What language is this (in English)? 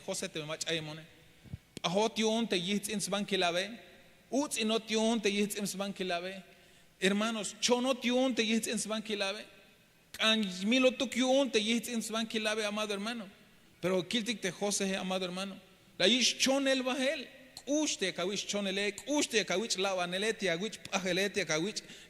Tzeltal